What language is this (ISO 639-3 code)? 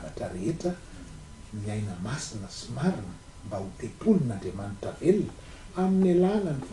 mlg